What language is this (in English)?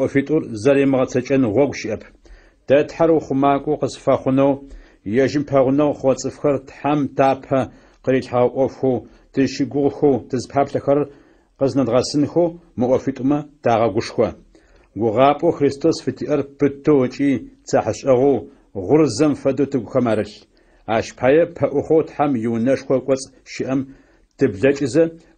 Adyghe